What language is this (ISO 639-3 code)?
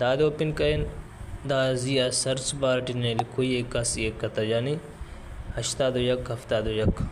brh